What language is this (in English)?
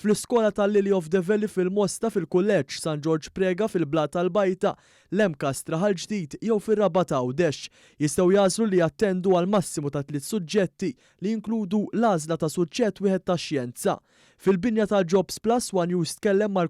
Maltese